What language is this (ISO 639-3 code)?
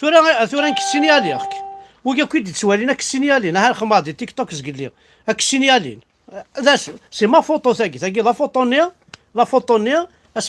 kab